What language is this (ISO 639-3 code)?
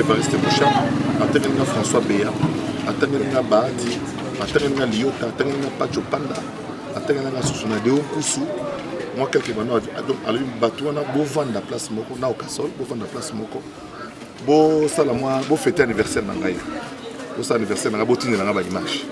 lin